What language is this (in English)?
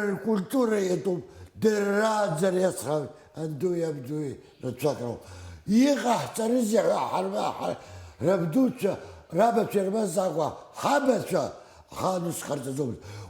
Abkhazian